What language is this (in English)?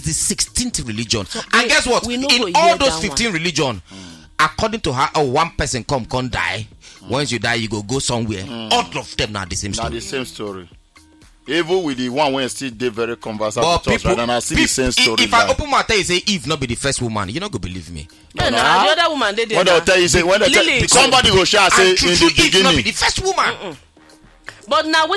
Nigerian Pidgin